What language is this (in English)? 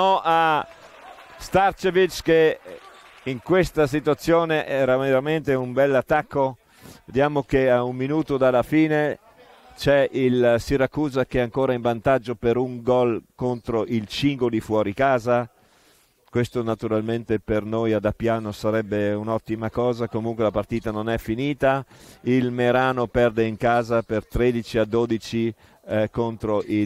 Italian